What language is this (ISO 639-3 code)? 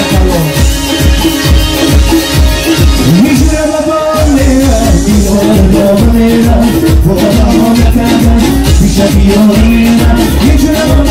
fas